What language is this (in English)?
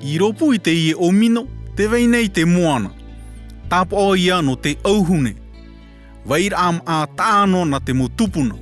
Tahitian